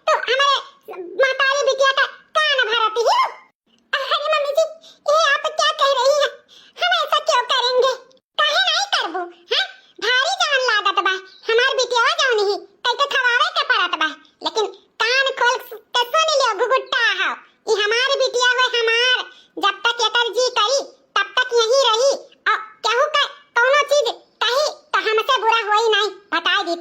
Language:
Awadhi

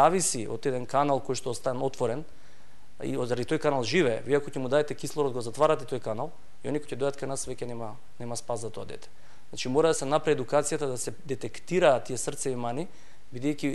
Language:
Macedonian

